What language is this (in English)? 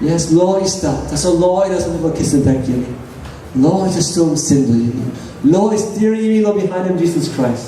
Tok Pisin